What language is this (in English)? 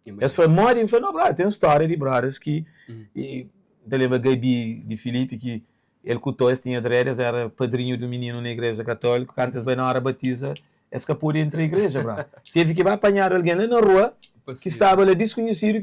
Kabuverdianu